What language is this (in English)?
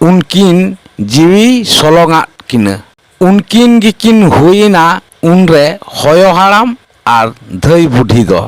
Santali